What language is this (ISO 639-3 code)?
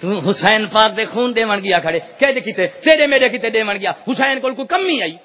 skr